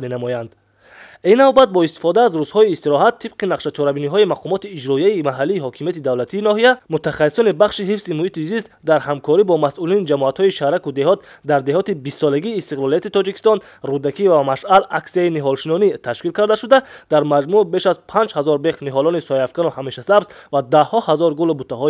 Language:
Tajik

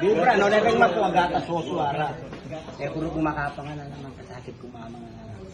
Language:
Pampanga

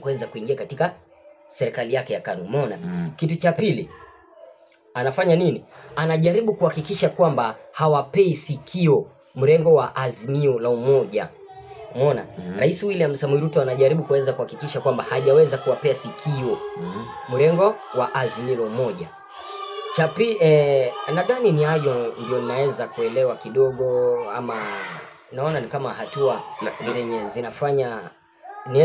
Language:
Swahili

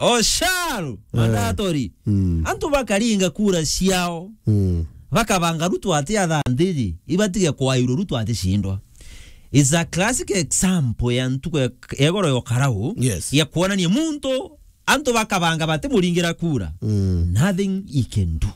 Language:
Meru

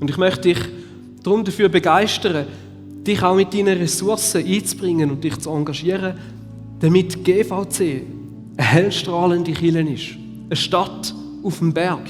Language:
Swiss German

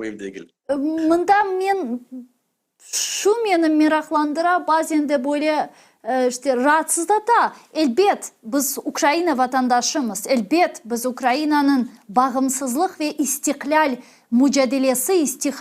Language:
Crimean Tatar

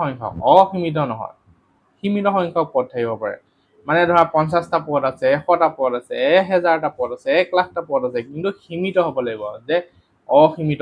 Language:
Assamese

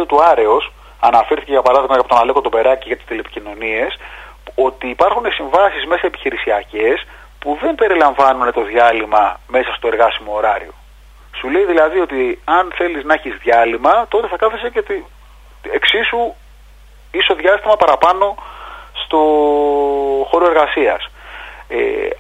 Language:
Greek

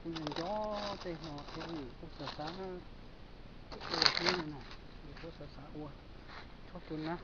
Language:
Hmong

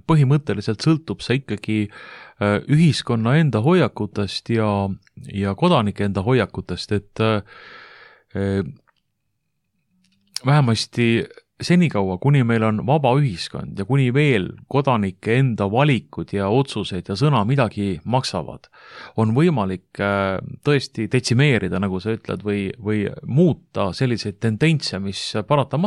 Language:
Estonian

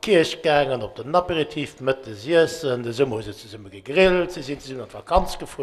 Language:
Luxembourgish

